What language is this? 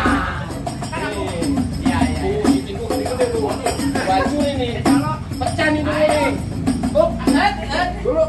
Betawi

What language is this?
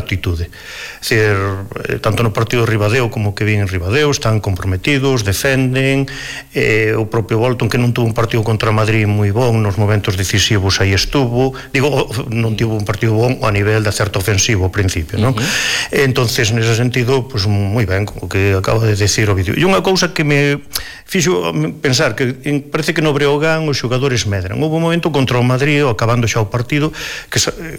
Galician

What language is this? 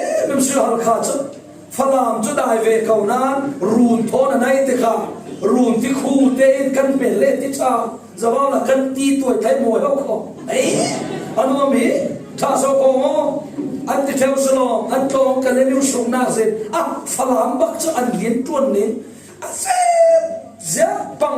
Falam Chin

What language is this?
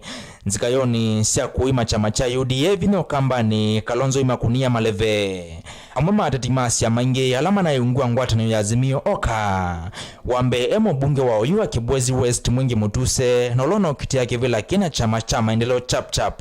Kamba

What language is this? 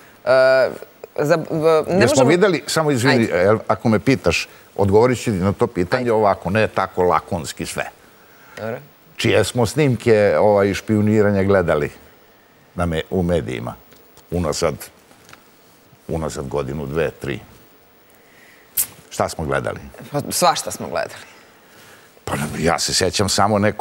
Serbian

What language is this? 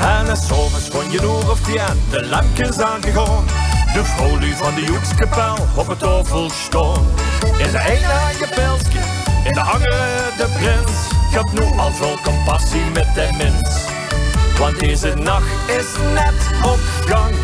Limburgish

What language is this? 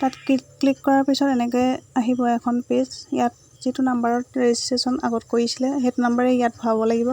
Assamese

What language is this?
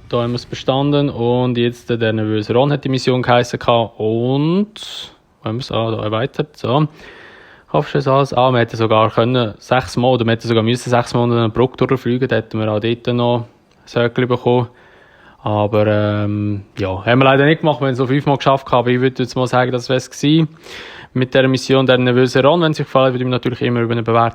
Swiss German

